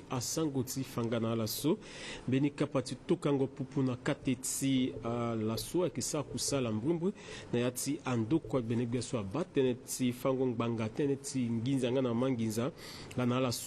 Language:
Sango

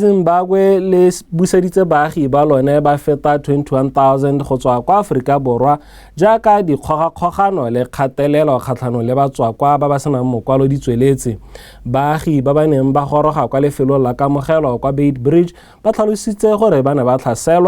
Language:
Tswana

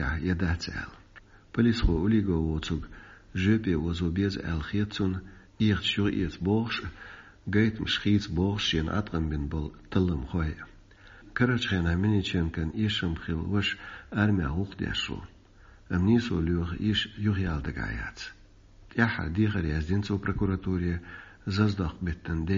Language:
Chechen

